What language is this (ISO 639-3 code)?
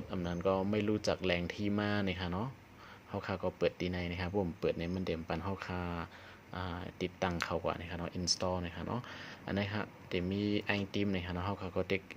shn